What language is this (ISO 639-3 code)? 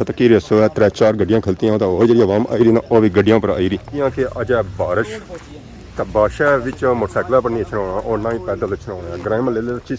phr